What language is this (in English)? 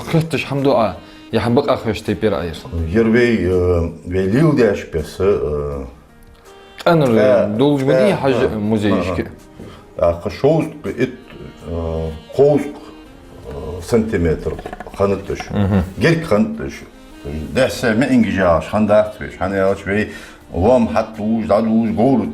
Ingush